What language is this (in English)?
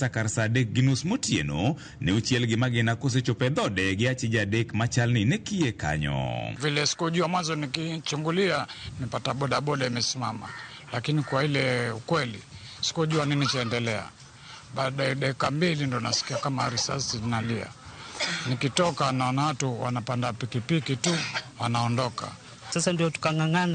Luo (Kenya and Tanzania)